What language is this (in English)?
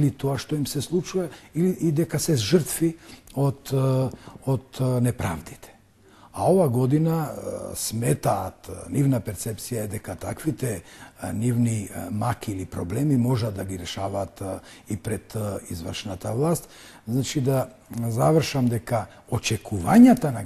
Macedonian